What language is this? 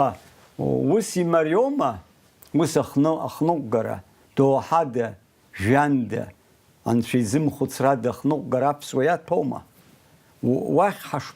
Abkhazian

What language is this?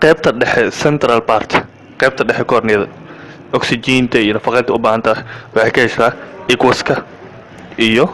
Somali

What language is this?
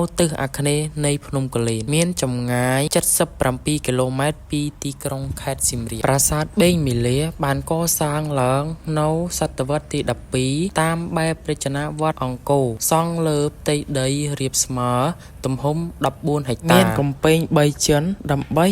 Khmer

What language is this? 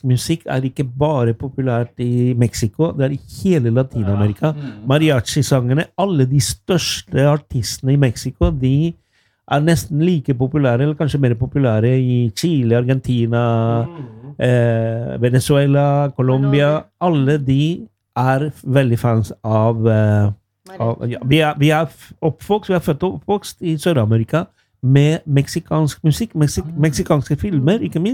Norwegian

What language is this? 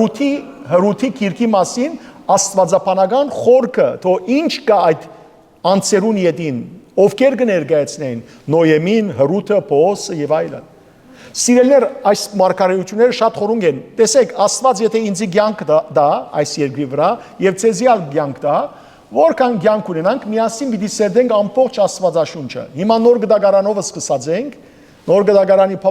Western Armenian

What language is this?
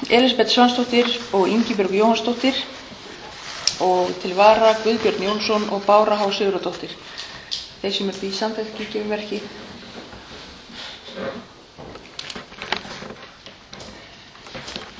Icelandic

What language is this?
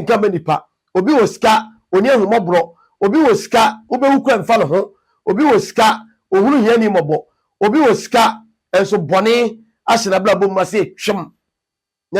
Akan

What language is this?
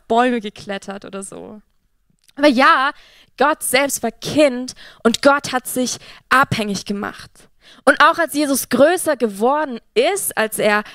Swiss German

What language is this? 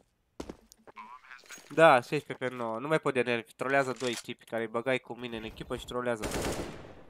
Romanian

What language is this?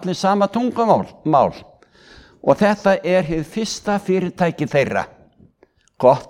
Icelandic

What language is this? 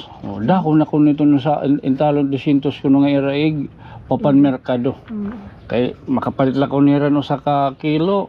Waray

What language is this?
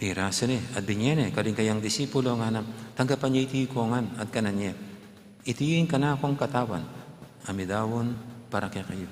Pampanga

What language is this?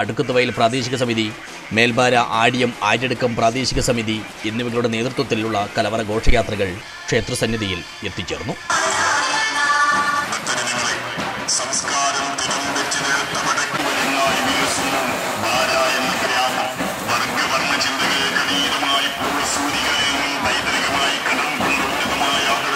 Malayalam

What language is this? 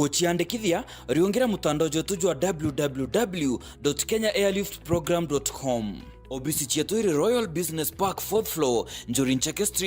Meru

